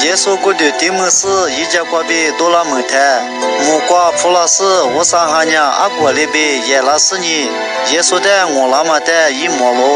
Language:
Lisu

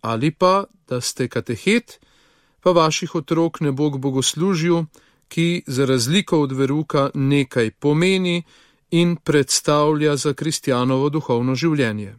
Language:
Slovenian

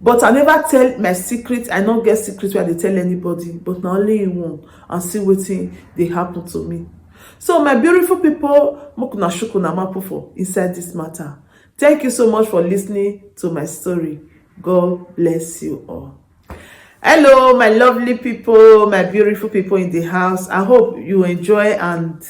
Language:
Nigerian Pidgin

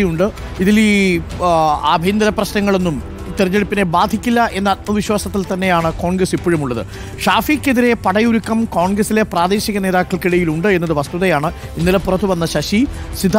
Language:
Malayalam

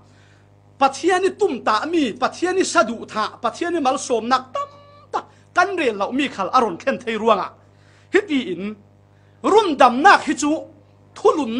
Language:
Falam Chin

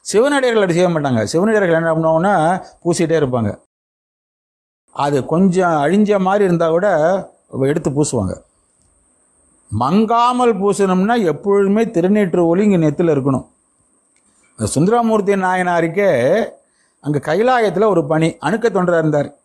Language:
Tamil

